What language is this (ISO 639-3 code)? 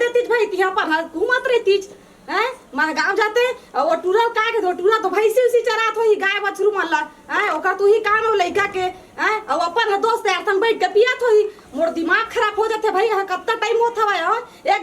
hne